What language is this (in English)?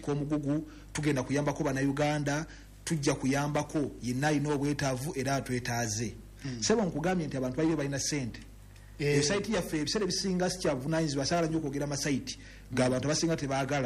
Ganda